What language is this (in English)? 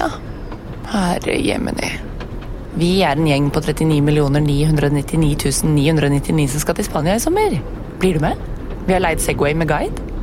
Norwegian